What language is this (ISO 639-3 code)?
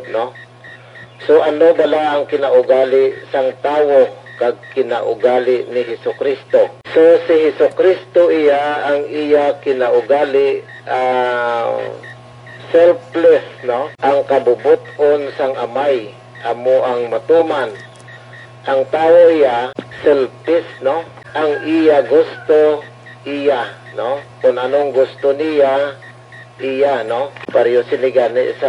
hil